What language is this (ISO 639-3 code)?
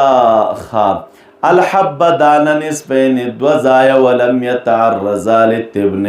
pus